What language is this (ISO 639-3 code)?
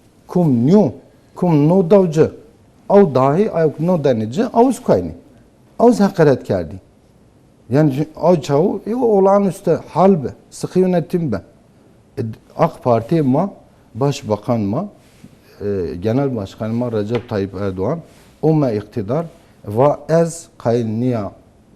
zza